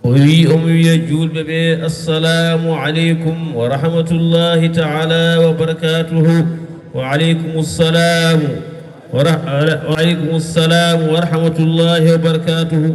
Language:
Fula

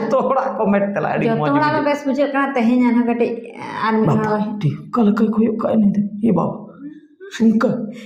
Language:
Santali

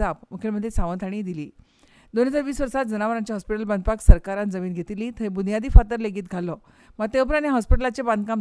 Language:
Konkani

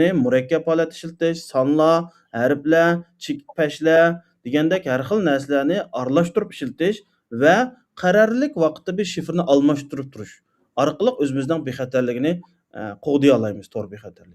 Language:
Uyghur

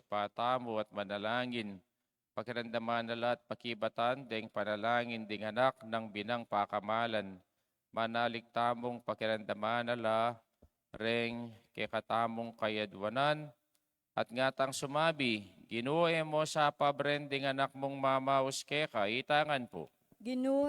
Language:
Pampanga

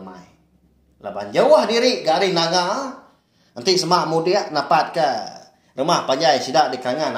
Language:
Iban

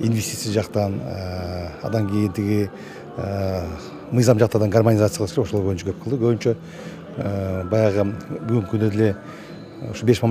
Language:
Kyrgyz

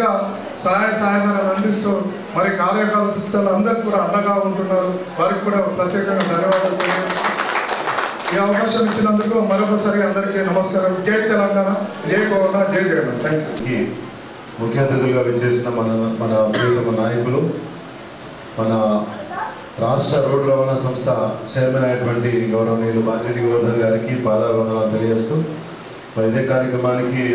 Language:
Telugu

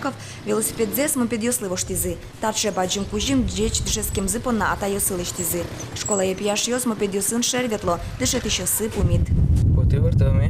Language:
Udmurt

